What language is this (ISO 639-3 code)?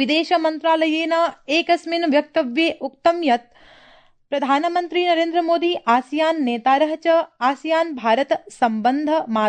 san